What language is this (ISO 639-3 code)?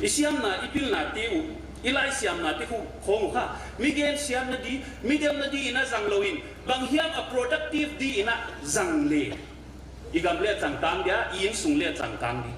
pck